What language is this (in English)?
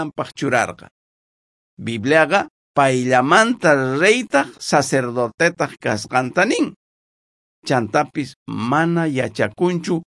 South Bolivian Quechua